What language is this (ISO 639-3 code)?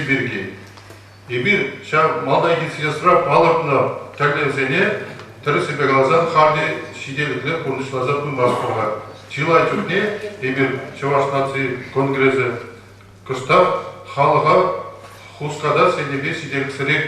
chv